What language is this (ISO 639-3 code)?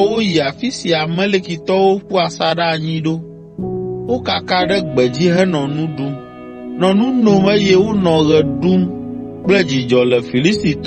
ewe